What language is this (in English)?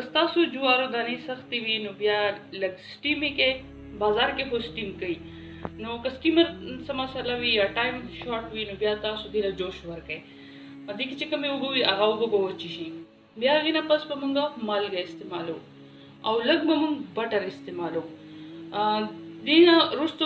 Pashto